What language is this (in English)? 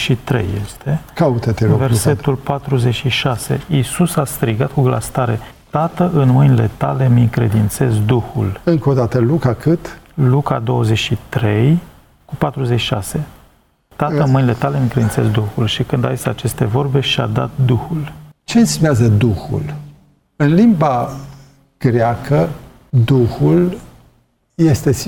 Romanian